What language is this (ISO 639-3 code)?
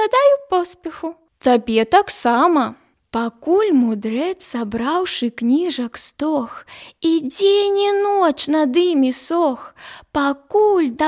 bel